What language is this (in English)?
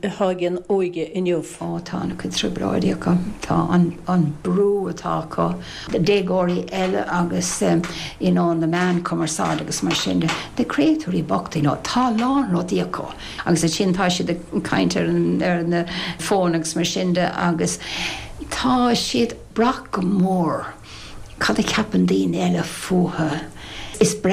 Irish